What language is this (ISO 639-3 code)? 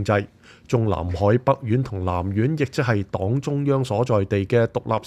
yue